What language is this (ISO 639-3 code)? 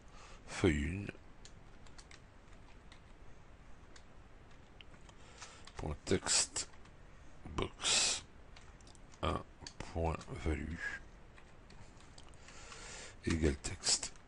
fra